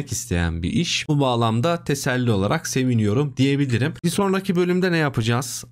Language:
Turkish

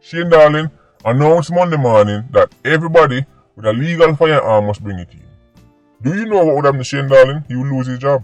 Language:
Jamaican Creole English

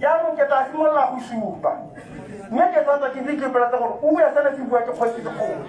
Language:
Tswana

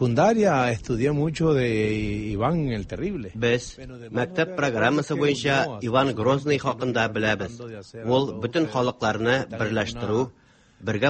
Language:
Tatar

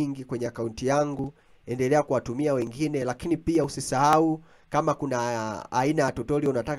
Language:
Swahili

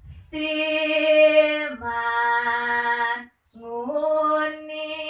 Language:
Balinese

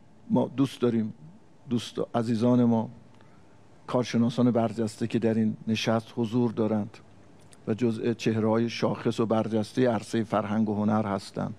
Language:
Persian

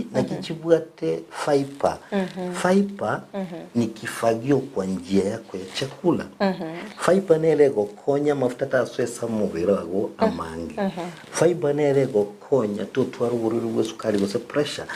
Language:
Gusii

